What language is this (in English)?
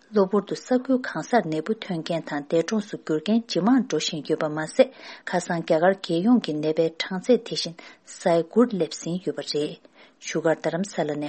Tibetan